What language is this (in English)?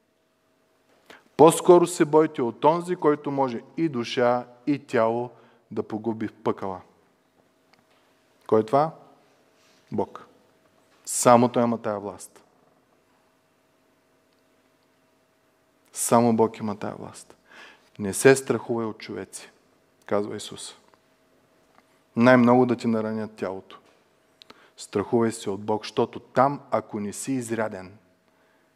Bulgarian